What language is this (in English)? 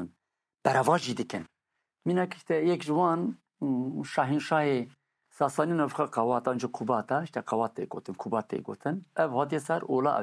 Kurdish